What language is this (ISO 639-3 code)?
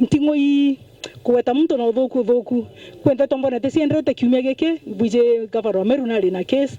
mer